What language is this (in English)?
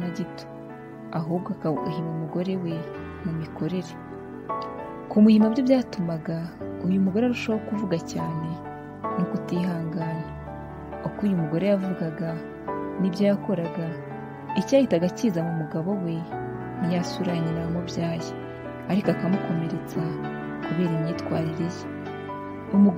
Kinyarwanda